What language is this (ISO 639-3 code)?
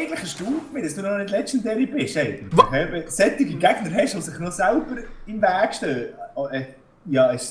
gsw